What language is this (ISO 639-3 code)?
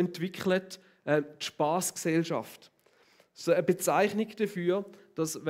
gsw